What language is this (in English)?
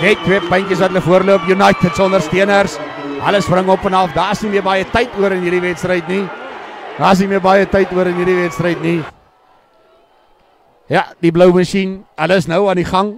Afrikaans